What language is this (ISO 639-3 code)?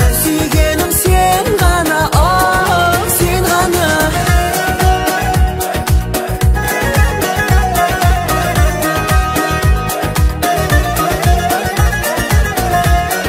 kaz